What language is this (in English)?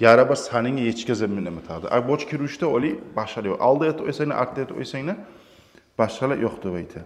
Kumyk